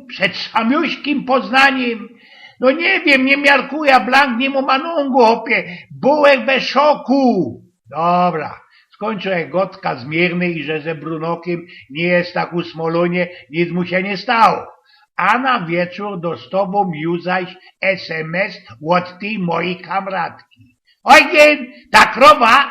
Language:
Silesian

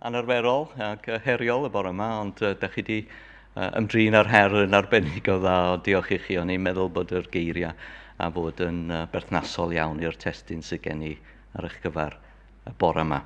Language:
Welsh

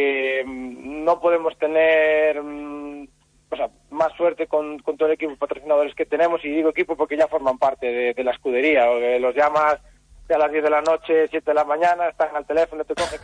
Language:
Spanish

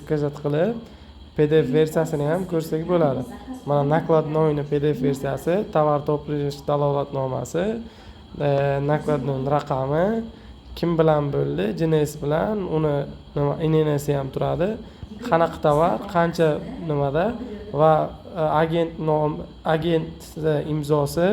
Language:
Uzbek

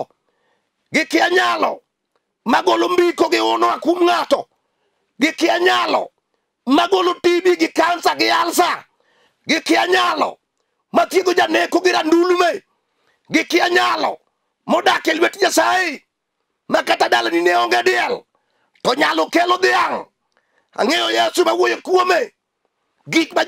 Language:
Luo (Kenya and Tanzania)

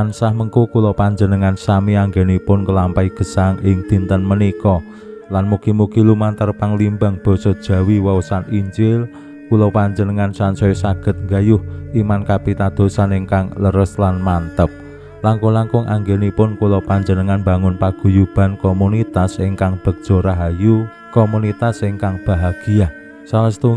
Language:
Javanese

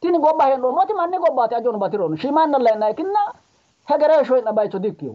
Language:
Sidamo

